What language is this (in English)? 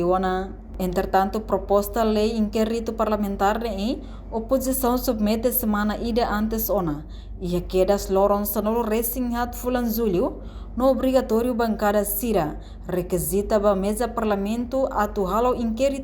Tetum